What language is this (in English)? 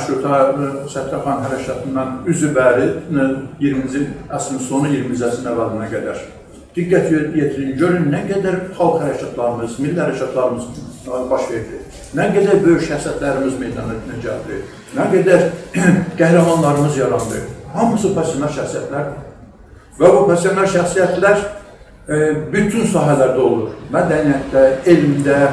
South Azerbaijani